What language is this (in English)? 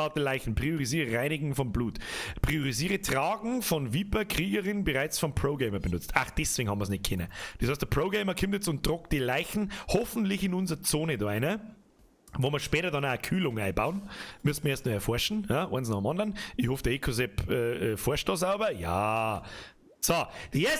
Bavarian